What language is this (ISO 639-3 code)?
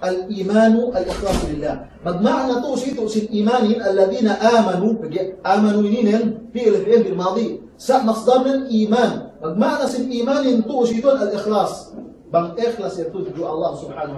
yka